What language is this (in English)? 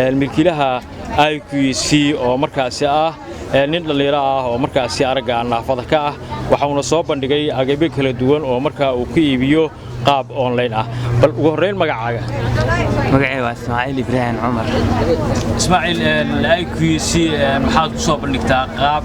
Somali